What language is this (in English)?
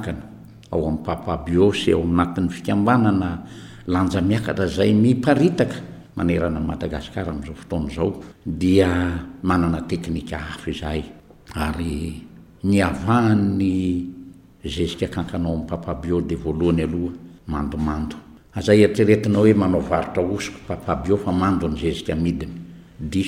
Malagasy